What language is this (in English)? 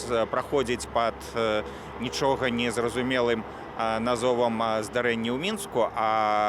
Belarusian